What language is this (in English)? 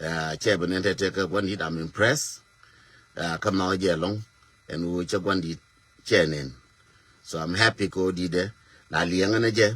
Nuer